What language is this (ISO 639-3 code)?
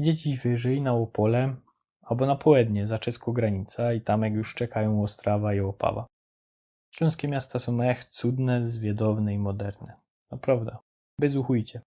szl